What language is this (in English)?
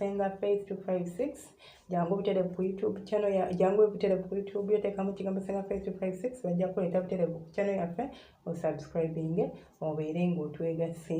Ganda